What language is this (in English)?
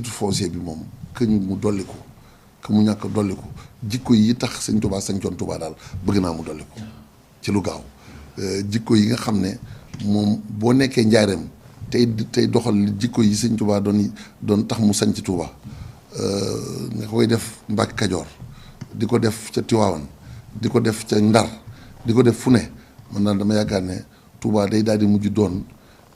Wolof